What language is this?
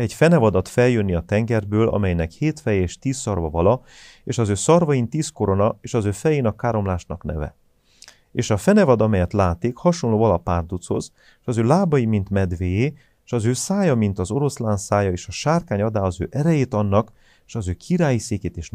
Hungarian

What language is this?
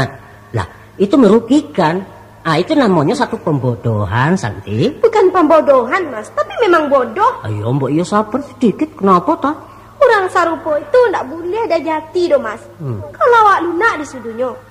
Minangkabau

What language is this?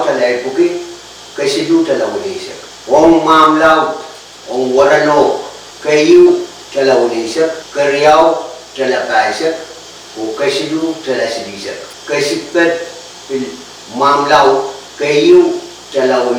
Pohnpeian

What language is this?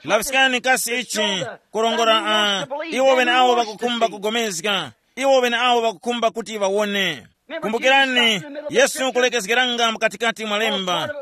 Tumbuka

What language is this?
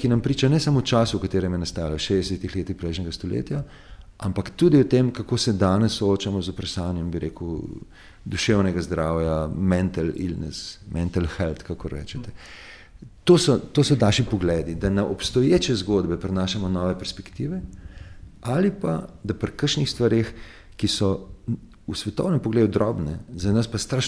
Slovenian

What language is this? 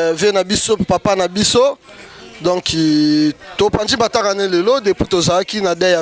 Lingala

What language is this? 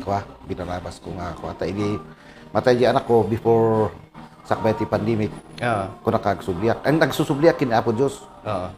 Kankanaey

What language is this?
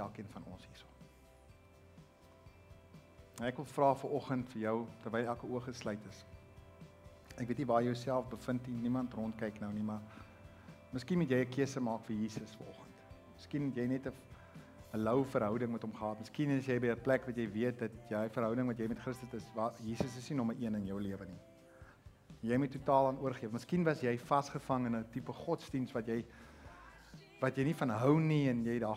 Afrikaans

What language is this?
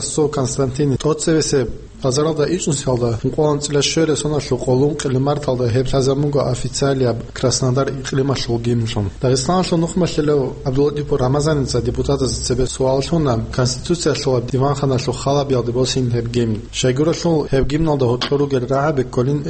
Avaric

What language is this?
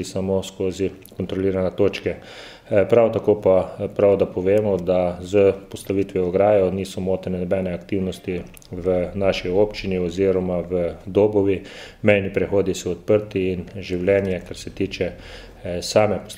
Slovenian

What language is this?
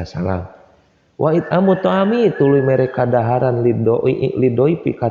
Sundanese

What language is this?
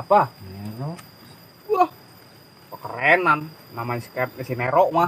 Betawi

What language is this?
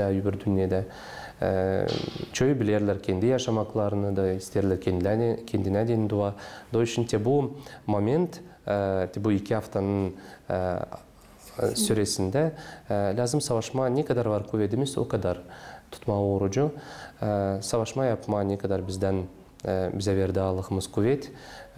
Gagauz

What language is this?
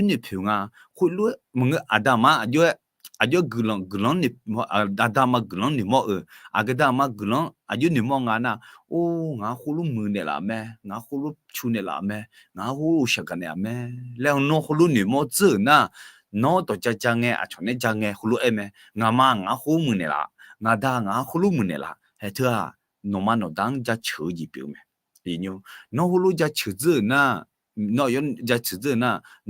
Akha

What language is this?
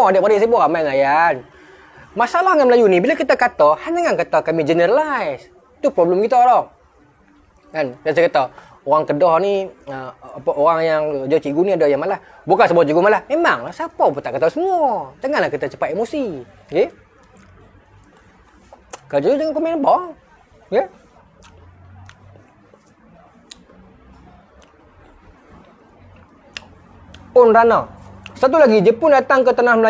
Malay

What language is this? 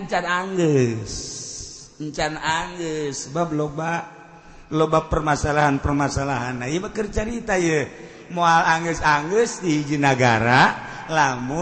Sundanese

